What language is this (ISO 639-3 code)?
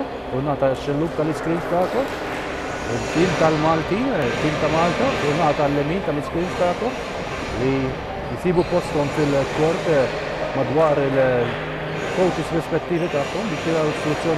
mlt